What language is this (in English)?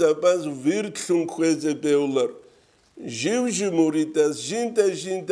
Avaric